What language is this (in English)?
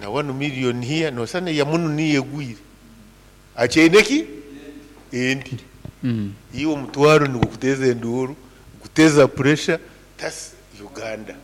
Nyoro